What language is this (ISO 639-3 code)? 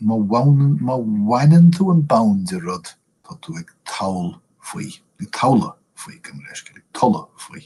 gle